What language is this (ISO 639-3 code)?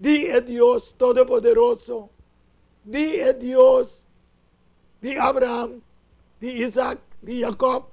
pap